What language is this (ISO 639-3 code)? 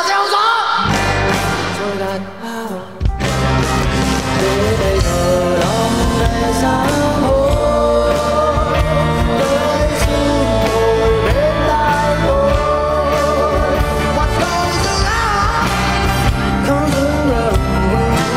vie